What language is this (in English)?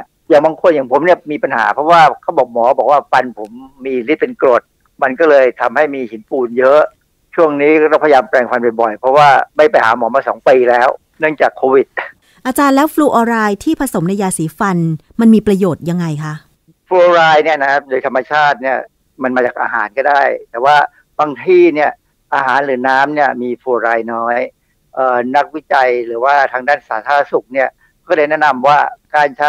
Thai